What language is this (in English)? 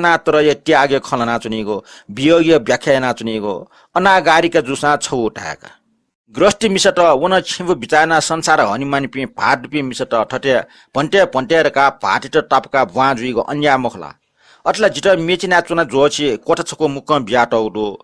Newari